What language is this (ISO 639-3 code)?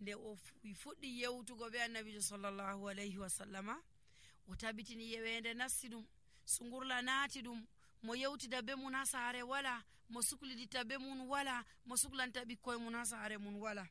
fuv